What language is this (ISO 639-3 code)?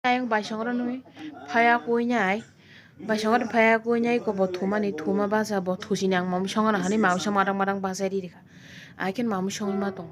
trp